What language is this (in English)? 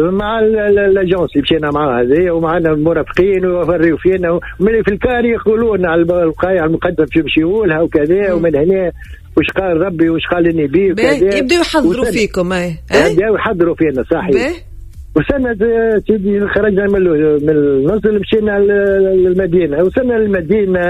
Tunisian Arabic